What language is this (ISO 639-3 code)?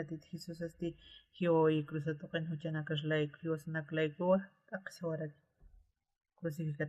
aym